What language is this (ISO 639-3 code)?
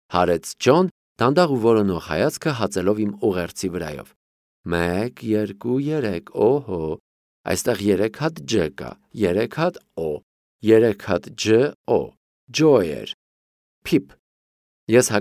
hye